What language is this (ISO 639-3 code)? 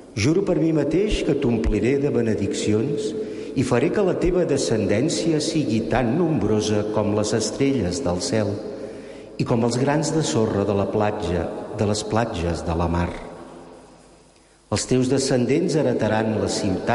cat